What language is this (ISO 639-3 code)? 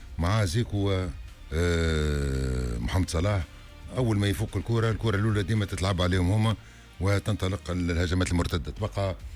aeb